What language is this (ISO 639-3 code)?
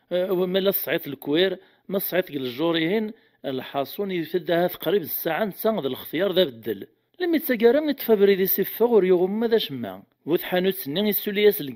kab